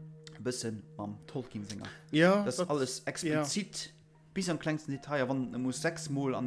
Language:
Luxembourgish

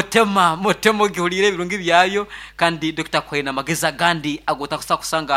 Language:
Nyankole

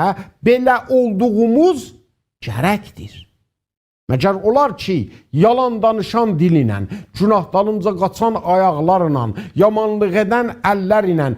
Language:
South Azerbaijani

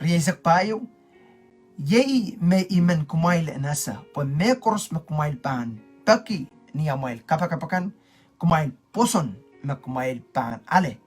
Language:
Pohnpeian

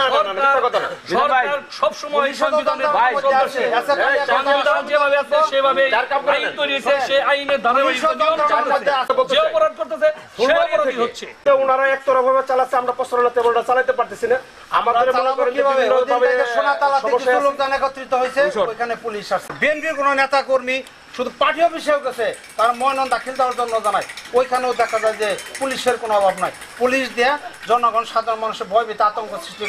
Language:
Bangla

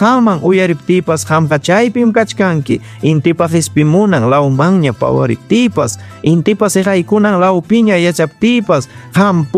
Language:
Ayacucho Quechua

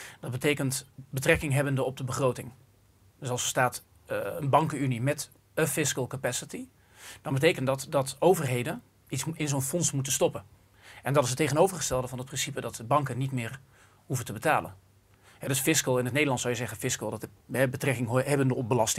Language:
Dutch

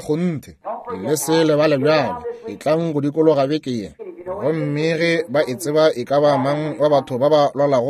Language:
Northern Sotho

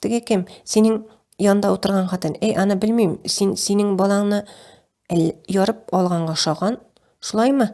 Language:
Tatar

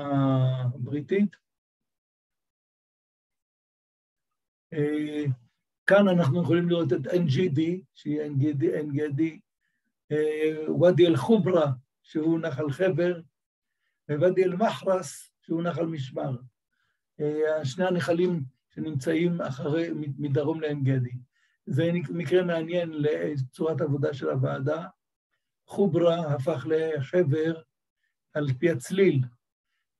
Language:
Hebrew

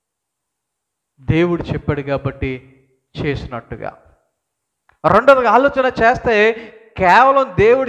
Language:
Telugu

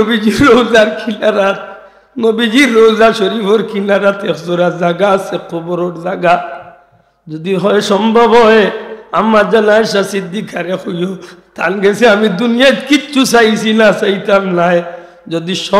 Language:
Sylheti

